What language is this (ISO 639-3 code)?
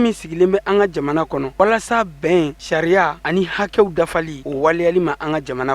bam